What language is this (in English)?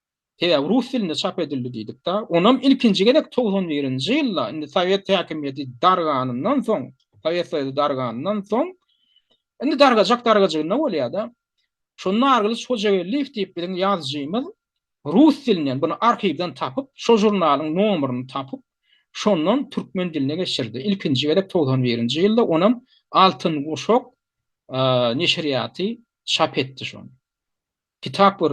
Turkmen